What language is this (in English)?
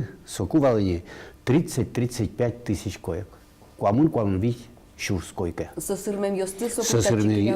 Udmurt